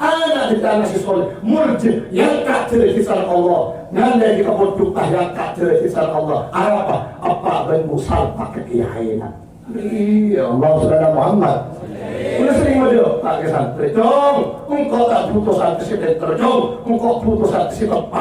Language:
Madurese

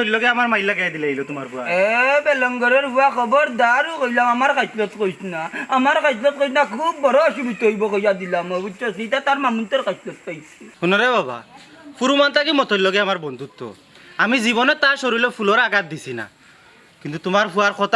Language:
Sylheti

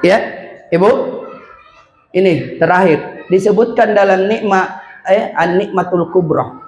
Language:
Makasar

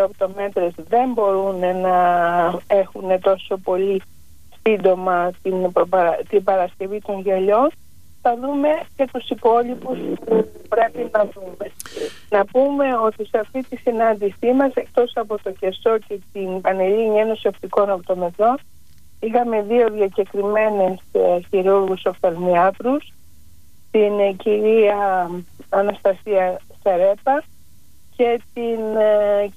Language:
Greek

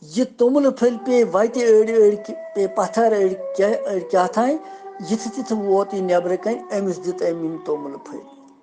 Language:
Kashmiri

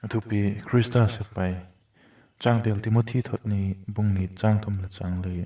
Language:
Vaiphei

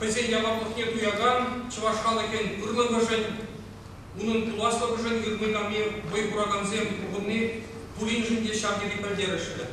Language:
Chuvash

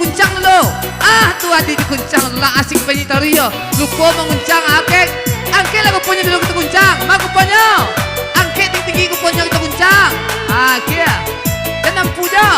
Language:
Minangkabau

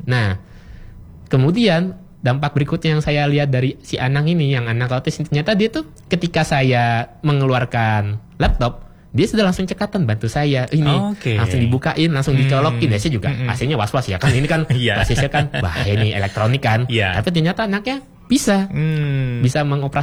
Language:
Indonesian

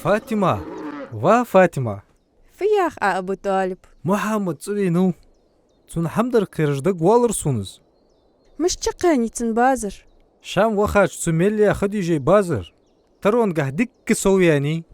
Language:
Ingush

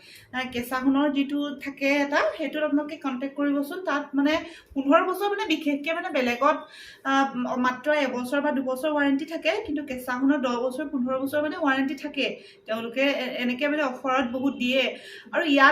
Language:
Assamese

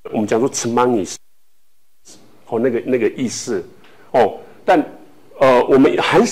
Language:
Chinese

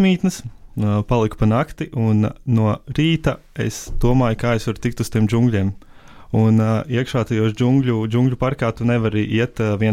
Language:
Latvian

